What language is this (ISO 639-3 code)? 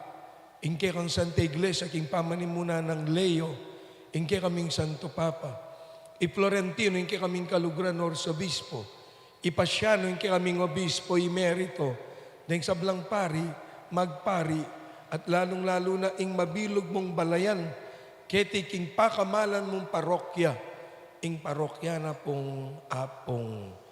pam